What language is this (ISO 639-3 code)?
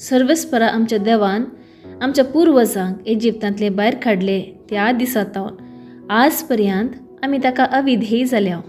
kok